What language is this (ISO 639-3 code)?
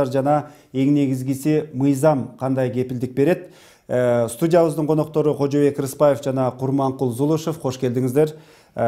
kir